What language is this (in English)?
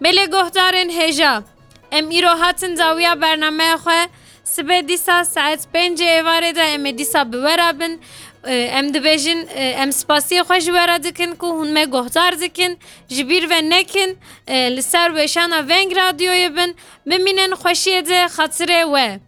Kurdish